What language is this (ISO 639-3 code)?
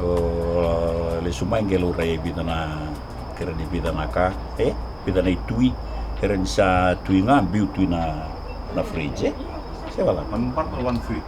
fij